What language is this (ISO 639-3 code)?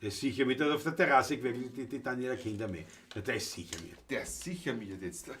bar